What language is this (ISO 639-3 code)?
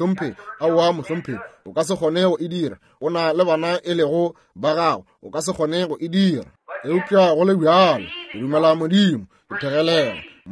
nso